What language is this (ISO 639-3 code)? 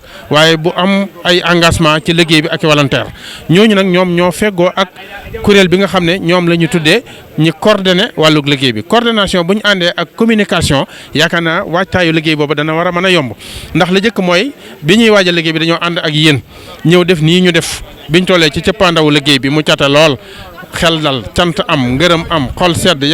wol